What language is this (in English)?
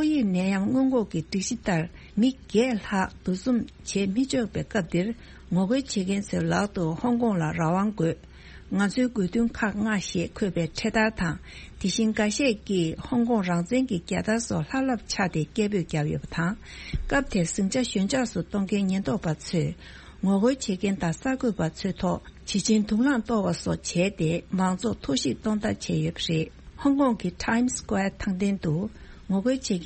Tibetan